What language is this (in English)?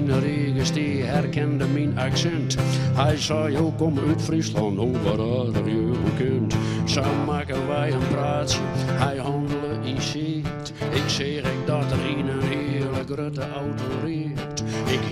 Western Frisian